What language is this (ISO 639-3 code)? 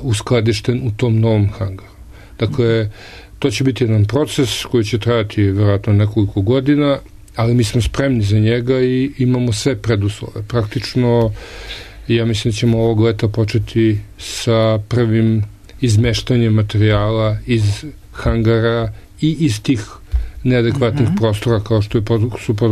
srp